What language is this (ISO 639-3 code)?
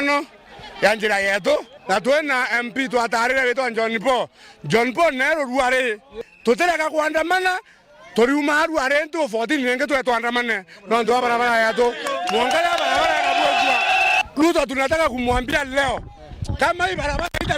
mer